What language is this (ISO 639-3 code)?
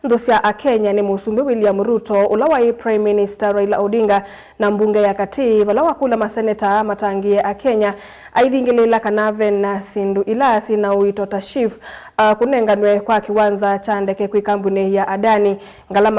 kam